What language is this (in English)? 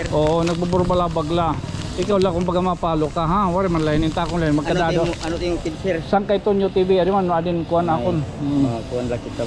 Waray